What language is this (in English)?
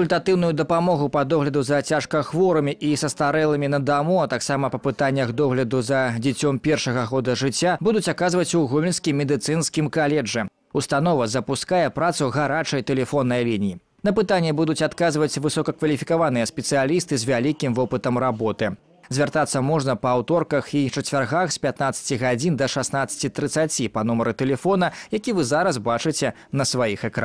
Belarusian